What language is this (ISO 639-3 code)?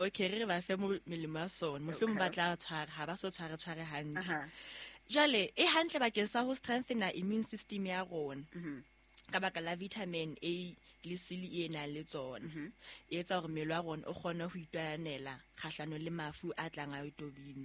sot